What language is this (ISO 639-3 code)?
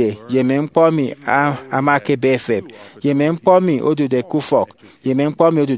efi